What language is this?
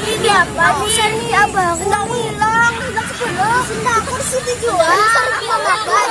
Banjar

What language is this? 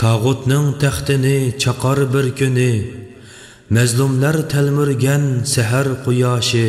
Uyghur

